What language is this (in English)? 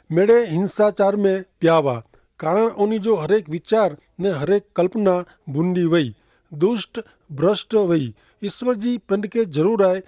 Kachhi